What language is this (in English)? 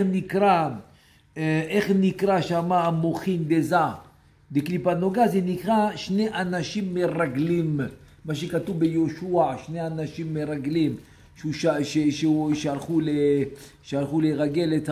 Hebrew